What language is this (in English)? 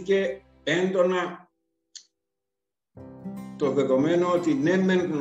Greek